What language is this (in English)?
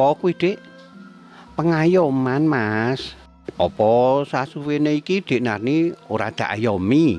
Javanese